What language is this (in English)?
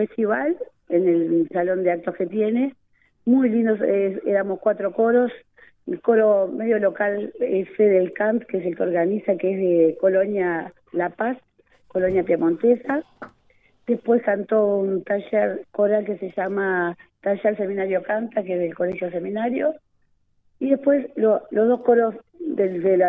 Spanish